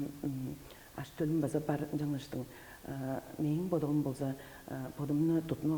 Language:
Tuvinian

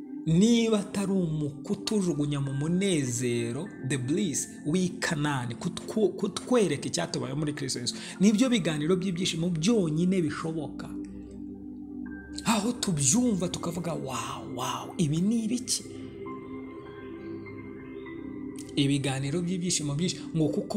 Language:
Kinyarwanda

